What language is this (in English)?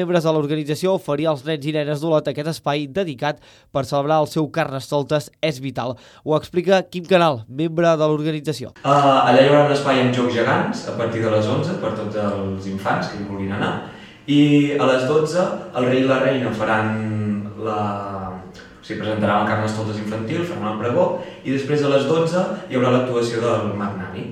Catalan